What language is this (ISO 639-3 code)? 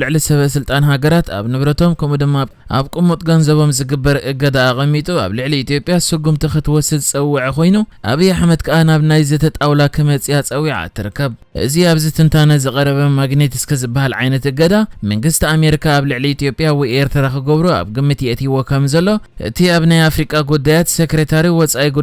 tir